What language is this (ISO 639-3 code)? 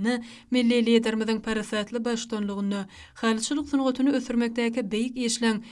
tuk